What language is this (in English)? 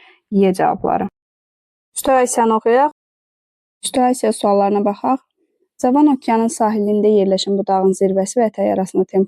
Azerbaijani